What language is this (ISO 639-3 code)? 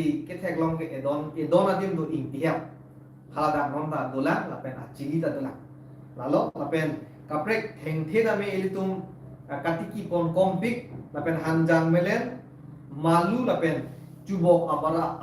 mjw